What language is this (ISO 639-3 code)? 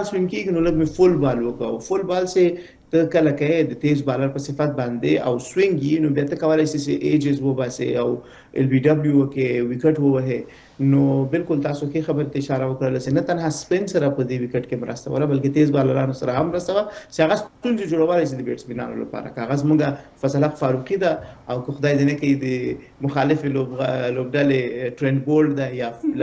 pus